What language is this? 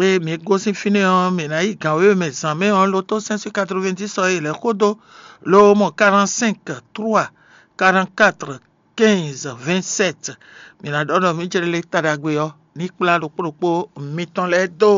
Fon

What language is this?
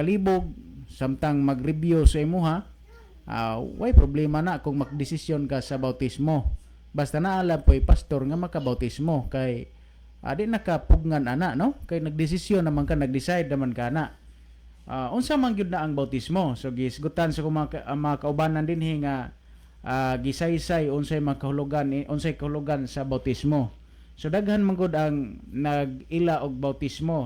Cebuano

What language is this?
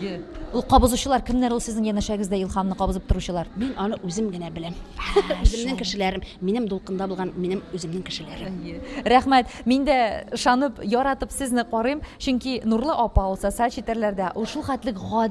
Tatar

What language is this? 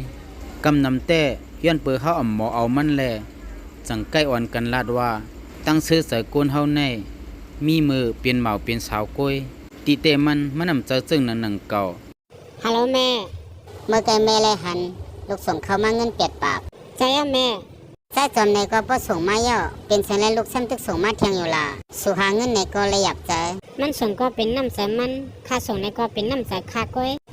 Shan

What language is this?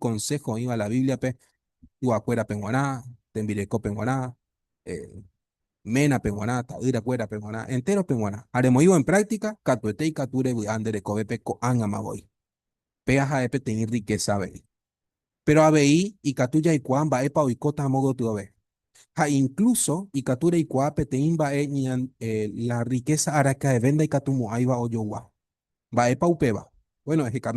Guarani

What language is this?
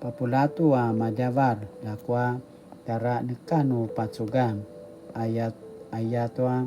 Paiwan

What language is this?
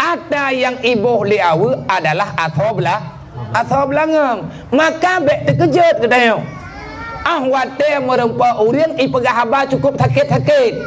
Achinese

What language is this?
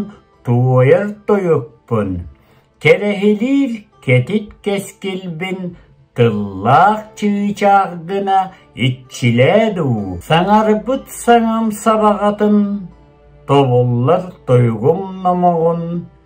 Yakut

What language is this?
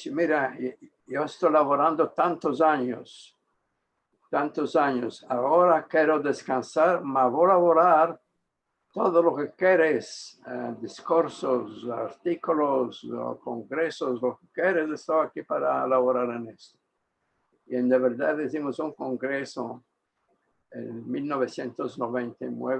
Ladino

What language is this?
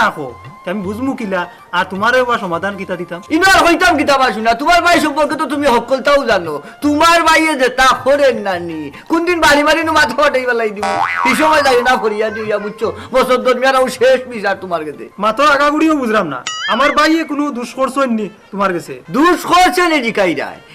Sylheti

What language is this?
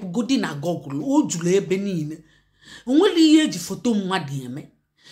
Igbo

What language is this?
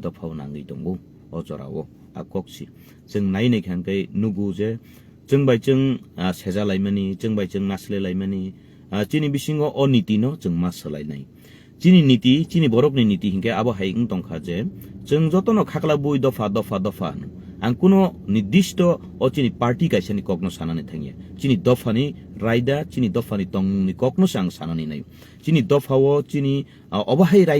Kok Borok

